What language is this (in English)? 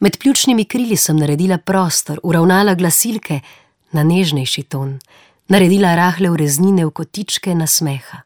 Slovenian